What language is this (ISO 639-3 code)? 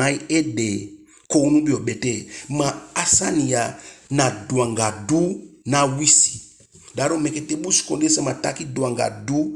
djk